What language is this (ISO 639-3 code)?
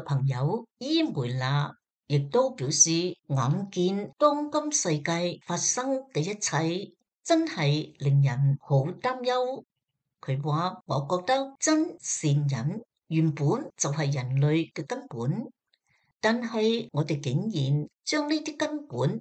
yue